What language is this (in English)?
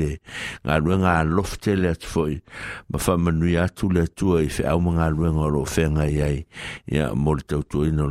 Samoan